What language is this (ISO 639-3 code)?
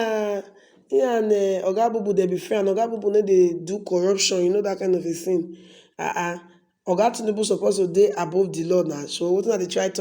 pcm